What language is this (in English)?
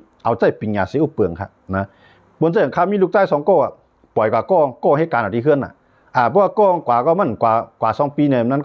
Shan